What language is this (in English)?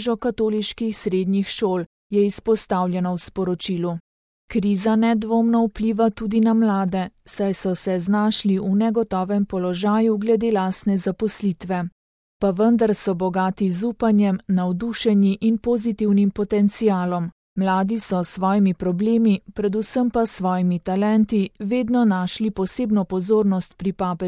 Slovenian